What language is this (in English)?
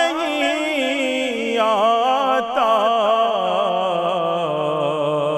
Urdu